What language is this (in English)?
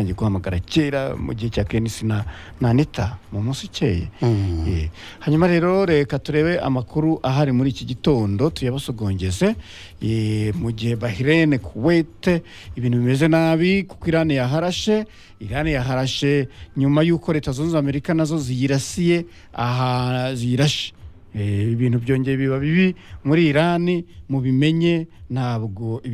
Kinyarwanda